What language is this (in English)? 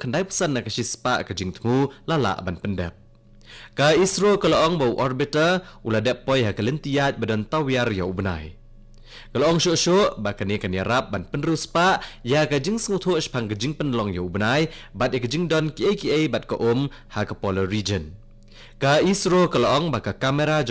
Khasi